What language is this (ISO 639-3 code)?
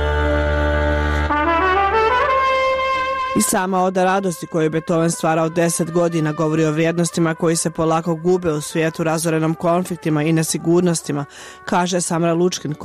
bos